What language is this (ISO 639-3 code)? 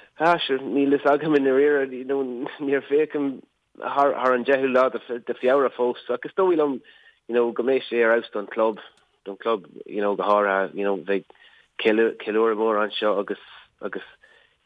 gle